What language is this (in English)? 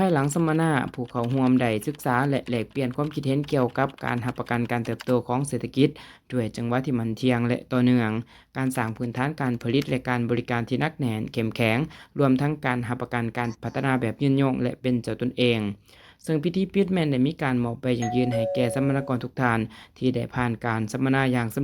Lao